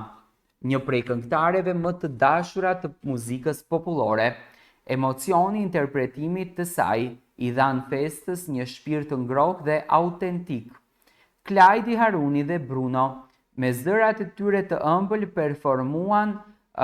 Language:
Albanian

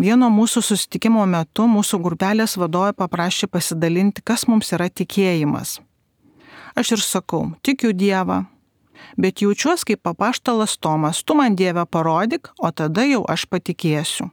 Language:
Lithuanian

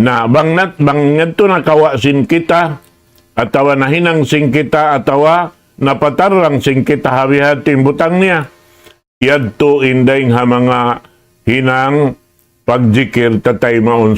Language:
Tausug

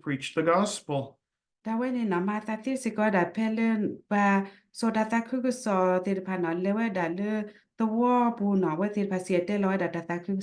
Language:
S'gaw Karen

